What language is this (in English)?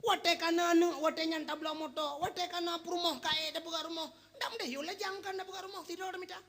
Achinese